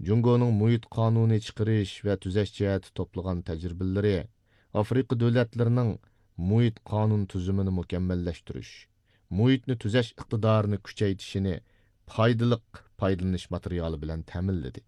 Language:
Uyghur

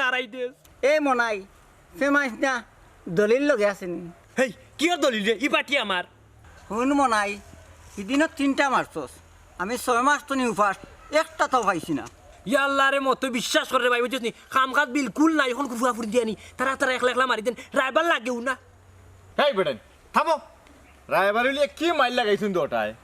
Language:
Sylheti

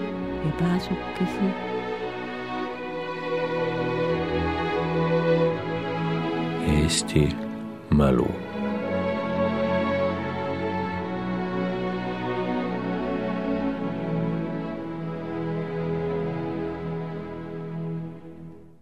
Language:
Estonian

